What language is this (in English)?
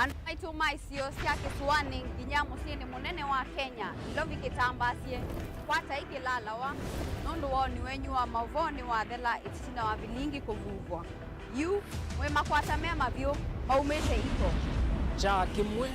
Kamba